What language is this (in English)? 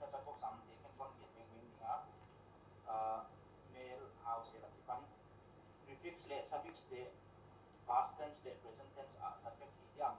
Paite Chin